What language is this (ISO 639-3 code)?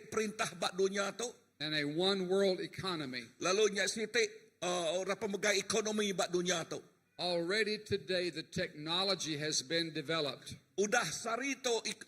iba